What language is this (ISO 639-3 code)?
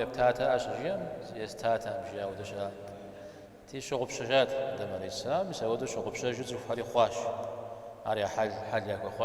kbd